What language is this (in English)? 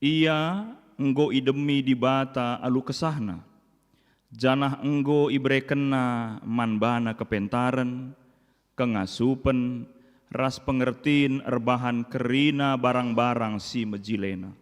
Batak Karo